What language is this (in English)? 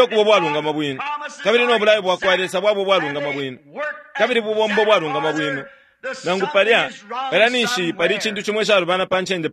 Bemba